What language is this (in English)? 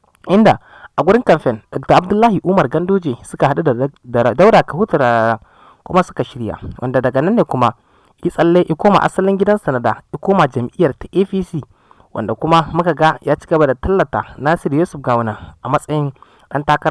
Hausa